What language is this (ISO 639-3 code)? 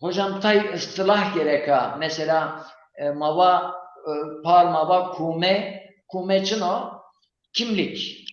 zza